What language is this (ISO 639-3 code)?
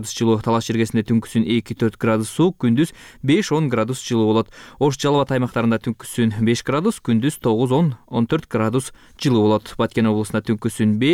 kir